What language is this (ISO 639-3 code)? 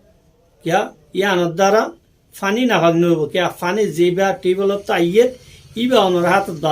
rhg